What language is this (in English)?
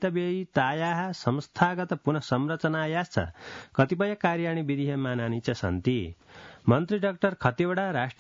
Sanskrit